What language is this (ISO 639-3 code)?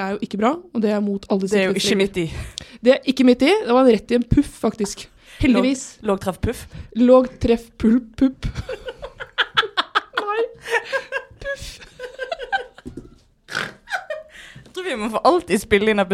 nor